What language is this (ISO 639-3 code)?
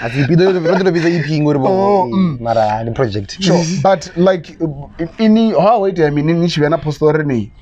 ven